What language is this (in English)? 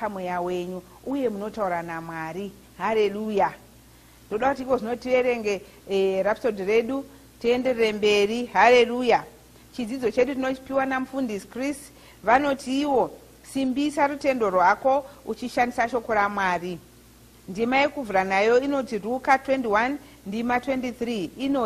Shona